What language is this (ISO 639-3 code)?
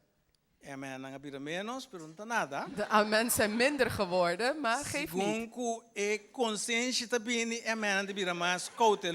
pap